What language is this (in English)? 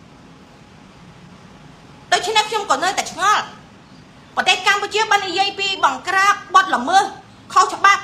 Khmer